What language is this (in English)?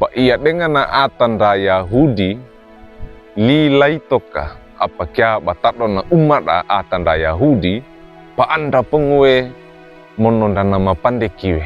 Wejewa